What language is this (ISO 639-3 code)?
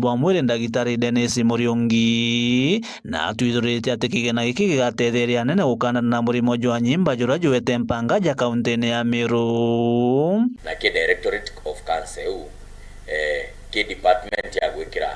mer